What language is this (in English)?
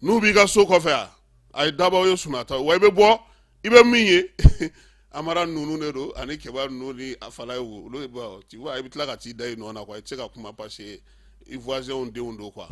Bambara